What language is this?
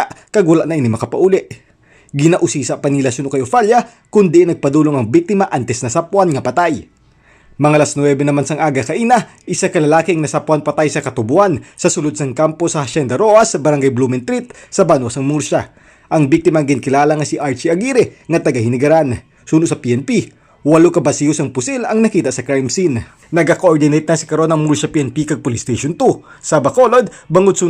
Hiligaynon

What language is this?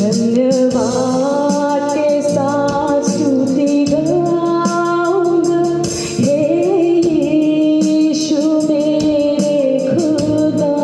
Hmar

